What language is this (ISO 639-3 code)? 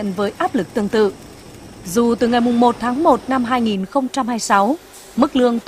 vie